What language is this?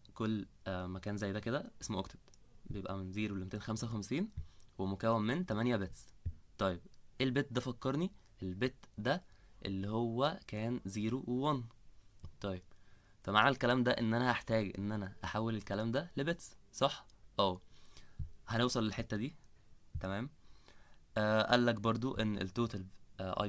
Egyptian Arabic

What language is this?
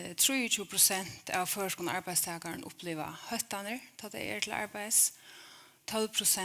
Faroese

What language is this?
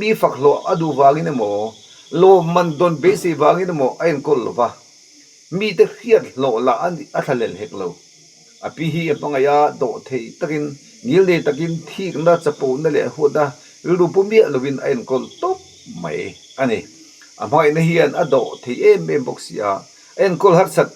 Mizo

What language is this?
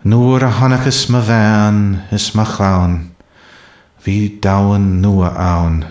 Irish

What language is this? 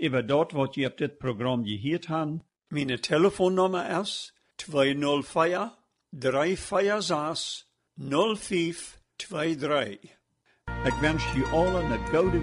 Plautdietsch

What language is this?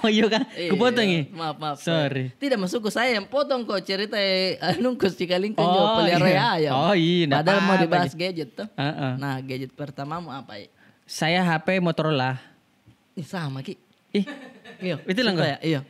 Makassar Malay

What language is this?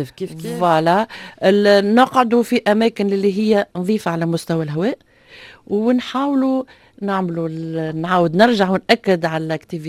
Tunisian Arabic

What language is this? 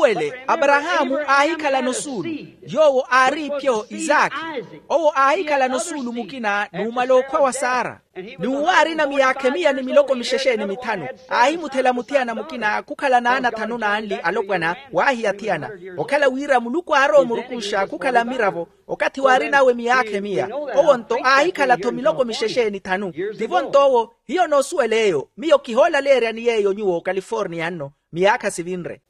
Makhuwa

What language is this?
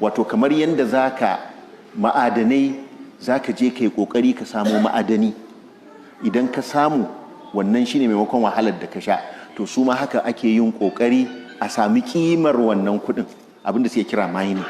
Hausa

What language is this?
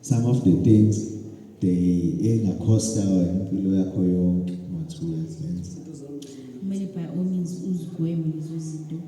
Zulu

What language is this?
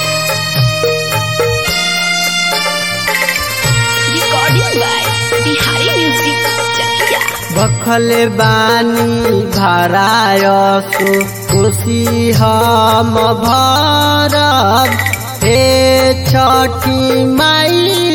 Bhojpuri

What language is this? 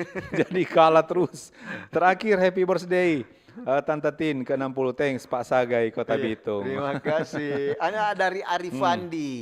Manado Malay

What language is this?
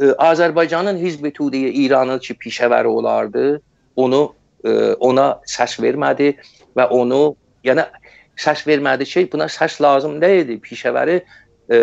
South Azerbaijani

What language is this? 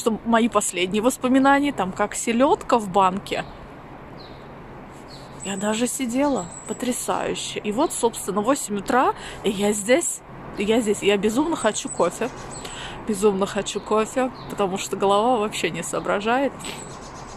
Russian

